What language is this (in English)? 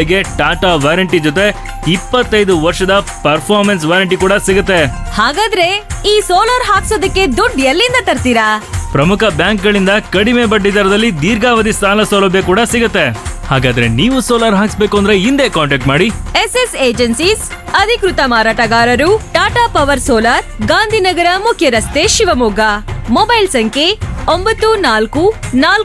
Kannada